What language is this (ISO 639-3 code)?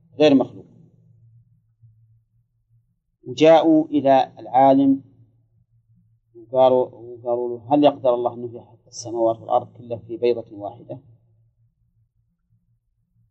ara